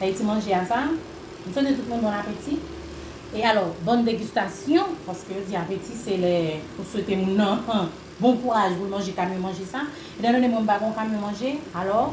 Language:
Haitian Creole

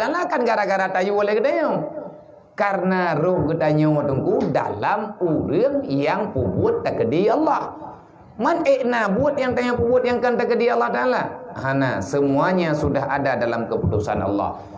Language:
Achinese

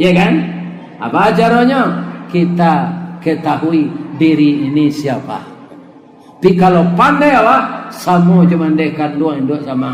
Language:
Minangkabau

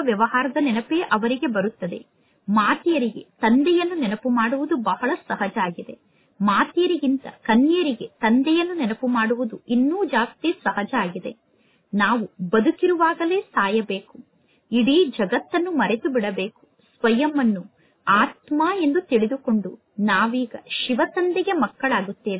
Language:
Kannada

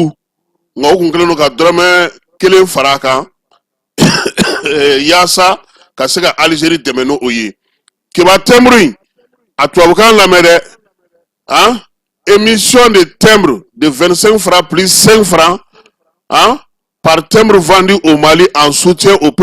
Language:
Bambara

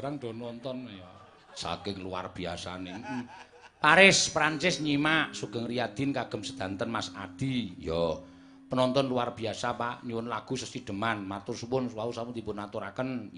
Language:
Javanese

